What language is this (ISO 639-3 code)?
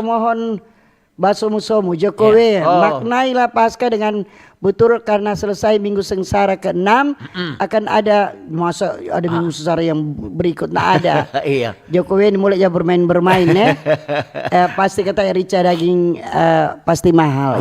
xmm